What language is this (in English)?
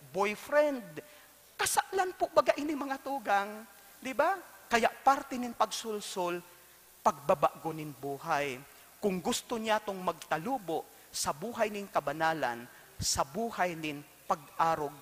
Bikol